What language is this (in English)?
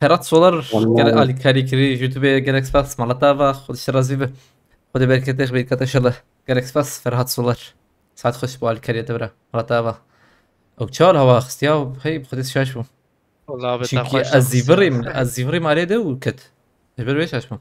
Kurdish